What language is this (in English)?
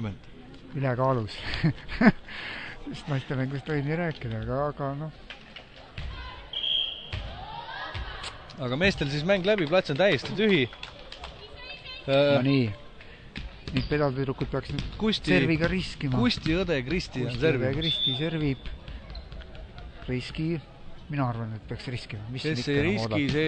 Estonian